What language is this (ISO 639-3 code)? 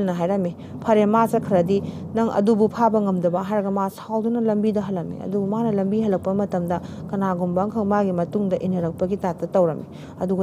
mni